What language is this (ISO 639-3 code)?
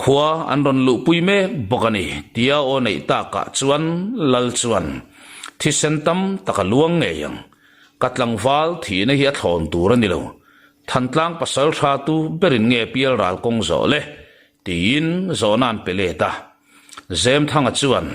lus